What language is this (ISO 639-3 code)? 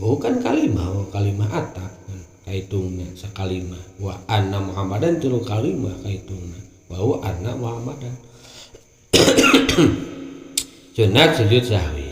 sun